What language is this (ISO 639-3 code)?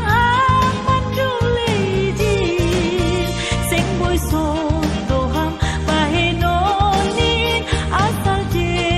bts